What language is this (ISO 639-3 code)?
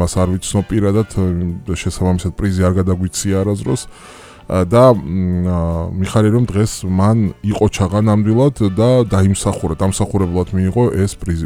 kat